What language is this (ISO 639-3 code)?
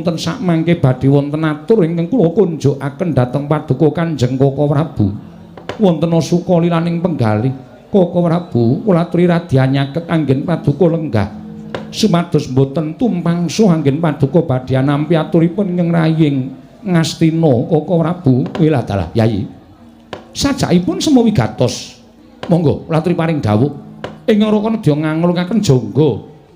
jav